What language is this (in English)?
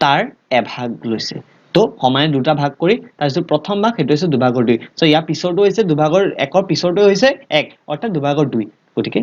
Assamese